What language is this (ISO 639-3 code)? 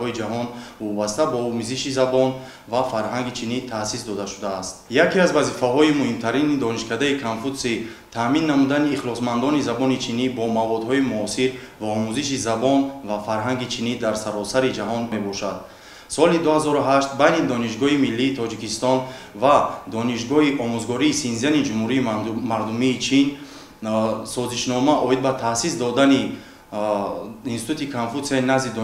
tgk